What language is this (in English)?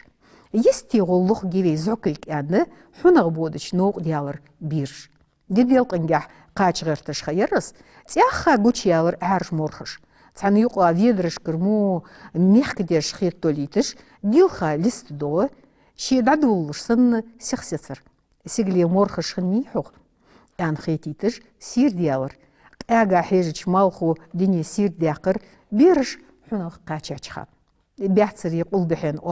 Ingush